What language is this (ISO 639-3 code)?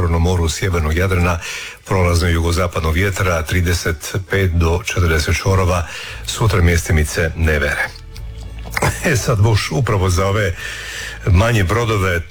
hrv